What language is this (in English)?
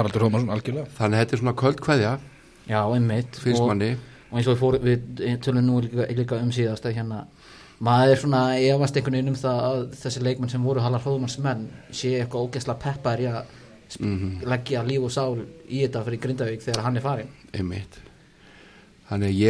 Icelandic